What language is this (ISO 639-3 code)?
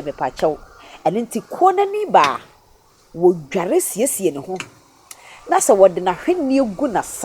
aka